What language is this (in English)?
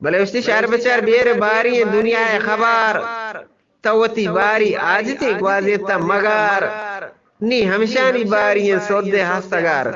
Eastern Balochi